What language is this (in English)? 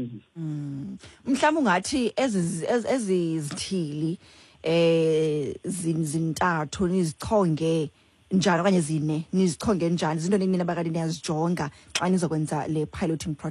Xhosa